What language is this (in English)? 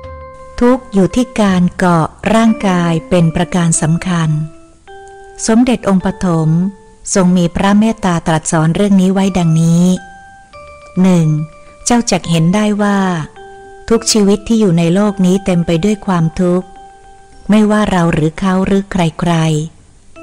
Thai